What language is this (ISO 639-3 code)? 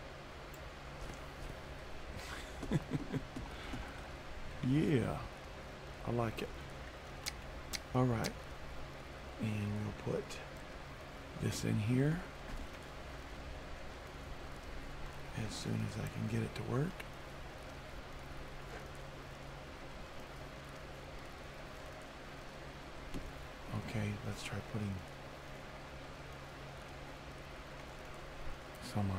eng